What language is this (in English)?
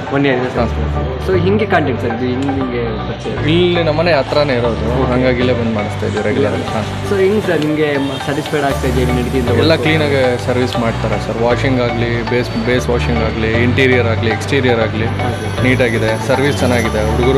Kannada